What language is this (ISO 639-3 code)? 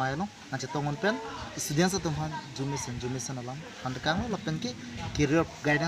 mjw